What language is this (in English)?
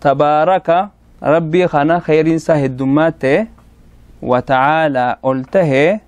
Oromo